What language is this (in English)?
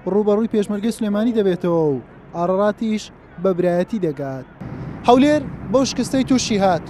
Central Kurdish